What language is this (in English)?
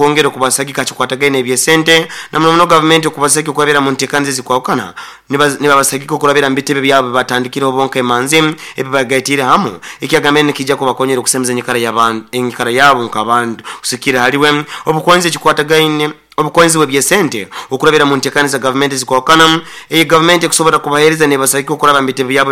Nyoro